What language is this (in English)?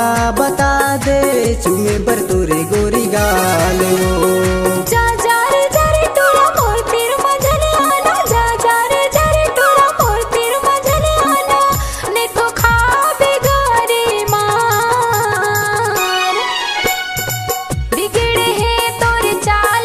Chhattisgarhi